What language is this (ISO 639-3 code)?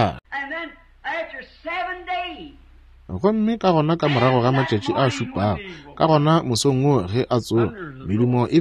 nso